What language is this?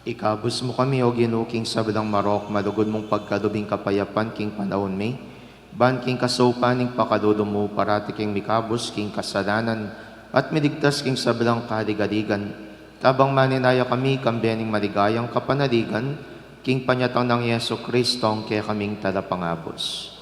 Pampanga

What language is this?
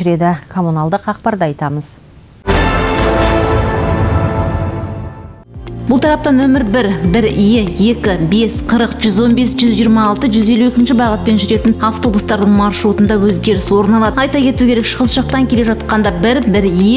Kazakh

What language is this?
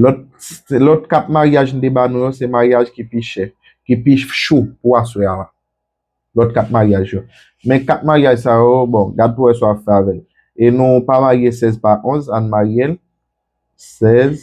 Haitian Creole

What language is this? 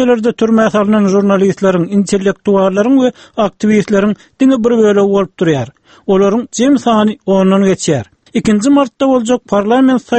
Turkmen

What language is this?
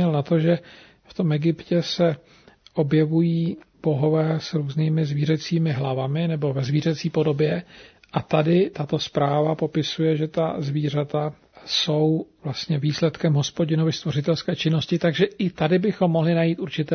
Czech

